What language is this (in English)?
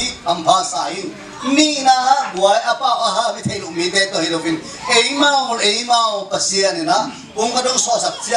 Tedim Chin